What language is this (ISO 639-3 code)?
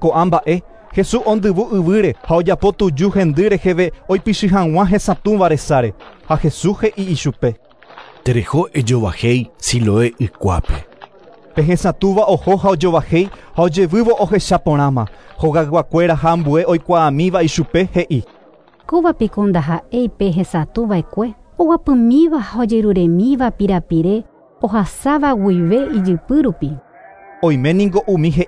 grn